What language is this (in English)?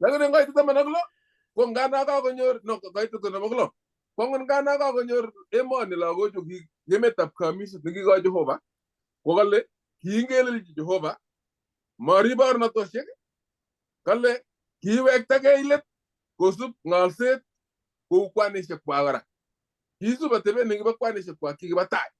Kalenjin